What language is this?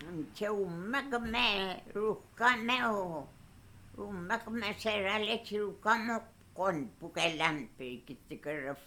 Mapuche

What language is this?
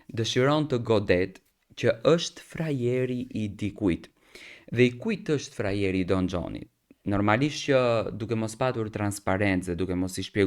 Albanian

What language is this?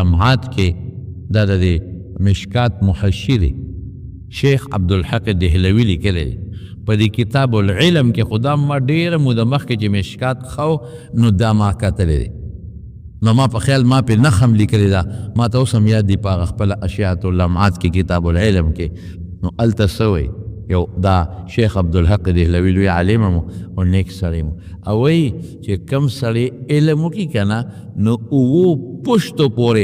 Pashto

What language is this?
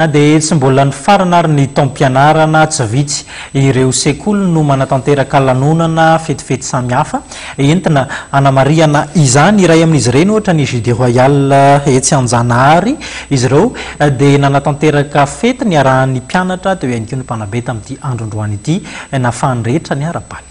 Malagasy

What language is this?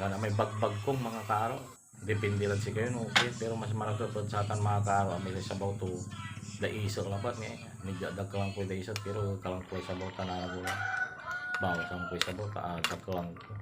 Pangasinan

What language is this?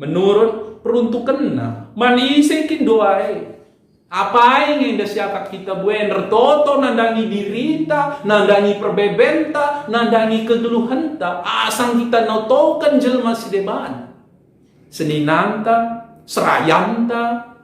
Batak Karo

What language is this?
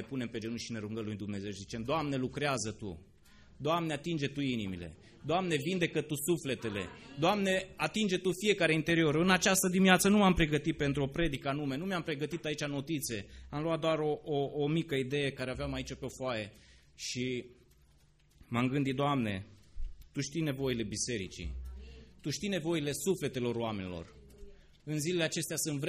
Romanian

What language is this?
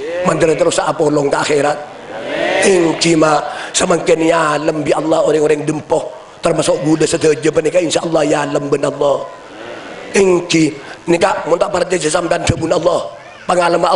Madurese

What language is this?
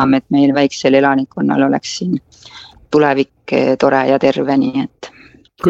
Estonian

